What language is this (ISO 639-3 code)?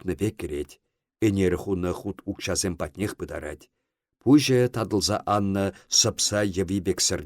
chv